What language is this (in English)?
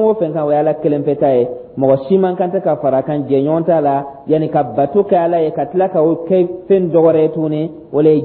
Dyula